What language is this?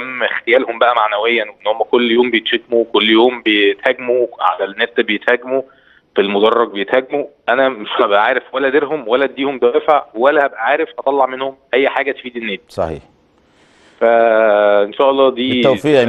Egyptian Arabic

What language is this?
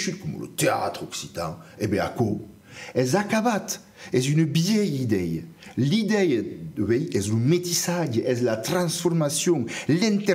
Occitan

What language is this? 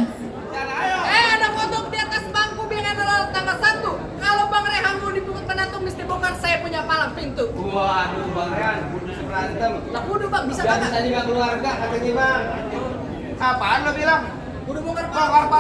Betawi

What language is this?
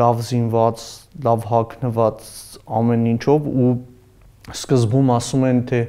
Armenian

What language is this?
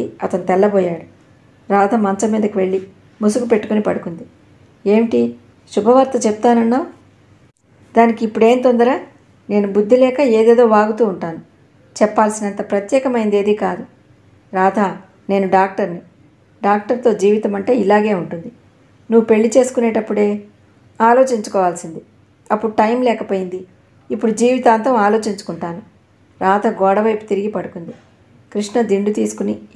Telugu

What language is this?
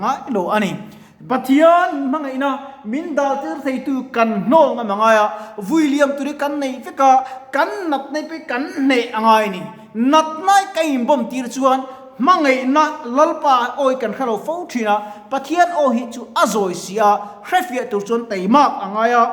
Mizo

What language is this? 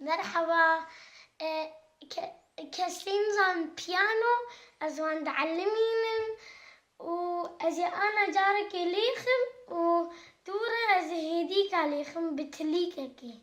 Kurdish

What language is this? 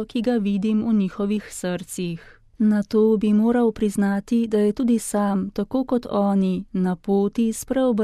Slovenian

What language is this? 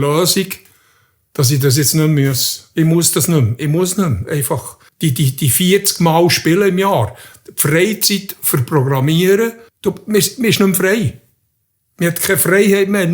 Swiss German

